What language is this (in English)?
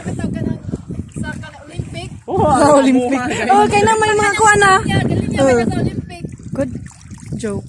Cebuano